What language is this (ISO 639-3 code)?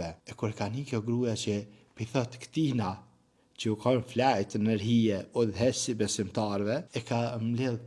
sqi